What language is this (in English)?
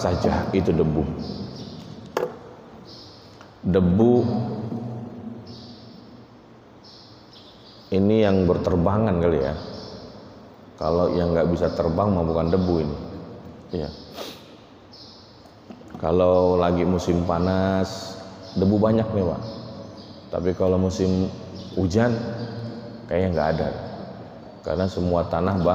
Indonesian